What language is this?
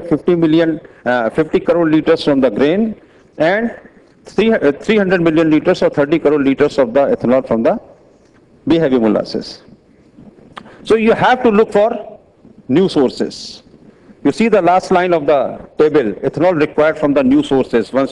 English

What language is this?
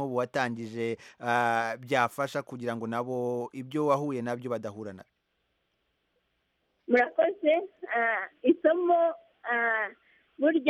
Kinyarwanda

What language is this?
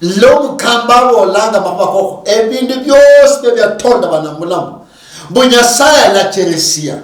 Luyia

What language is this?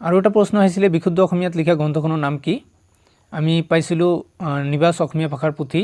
Assamese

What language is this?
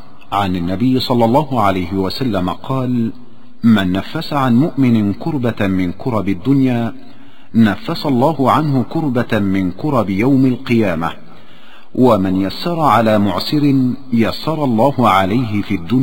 Arabic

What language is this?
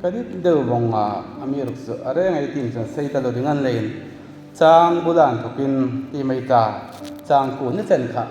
Hmar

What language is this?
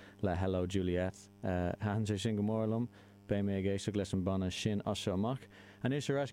Irish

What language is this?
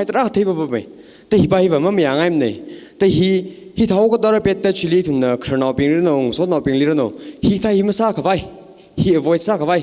Tangkhul Naga (India)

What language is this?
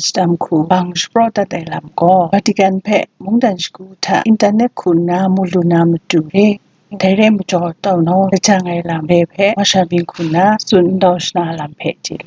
Kachin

